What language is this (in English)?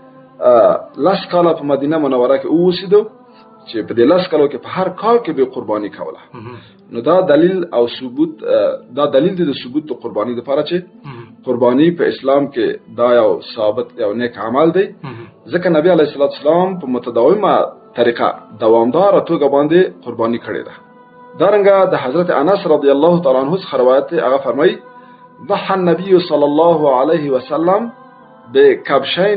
Pashto